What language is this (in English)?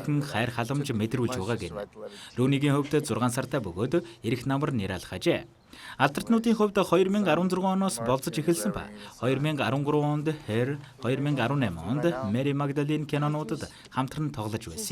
Mongolian